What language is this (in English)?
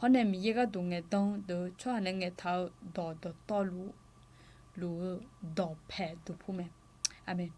Akha